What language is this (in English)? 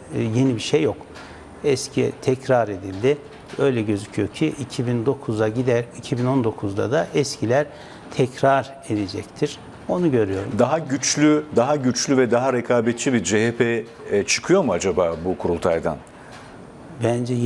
Turkish